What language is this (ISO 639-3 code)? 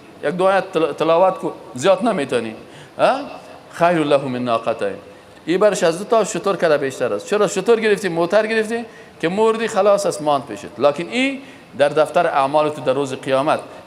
fas